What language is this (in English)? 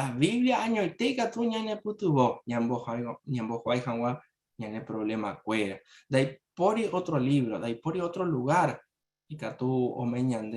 Guarani